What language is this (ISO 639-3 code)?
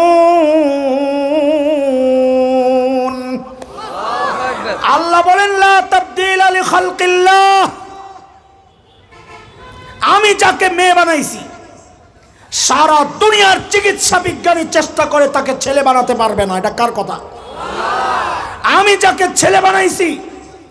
ben